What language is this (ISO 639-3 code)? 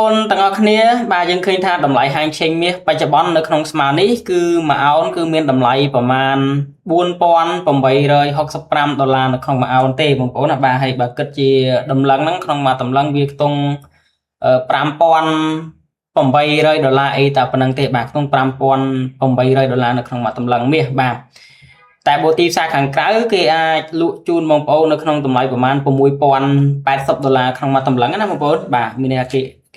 khm